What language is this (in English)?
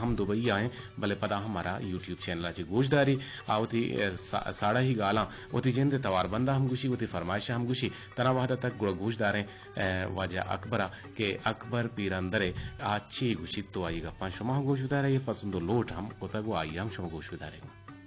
Eastern Balochi